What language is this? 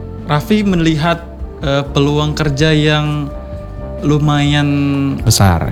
Indonesian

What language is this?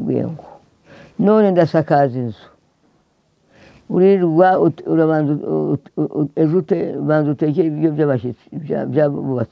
Kinyarwanda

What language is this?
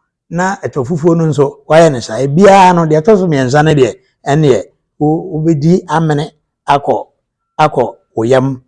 Akan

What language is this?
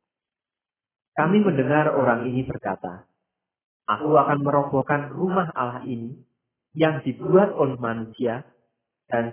Indonesian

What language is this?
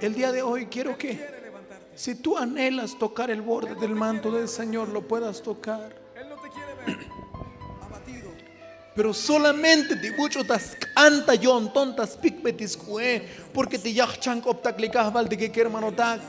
Tzotzil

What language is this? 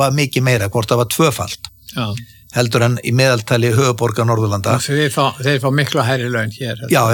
Icelandic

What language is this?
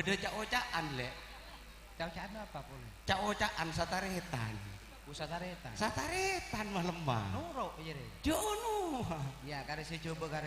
Madurese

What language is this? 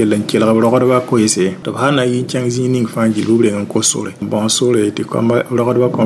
Mossi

